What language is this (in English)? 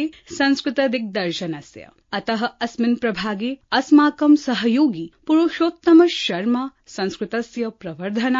Sanskrit